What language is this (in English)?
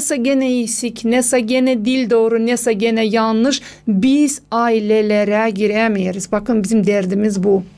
Gagauz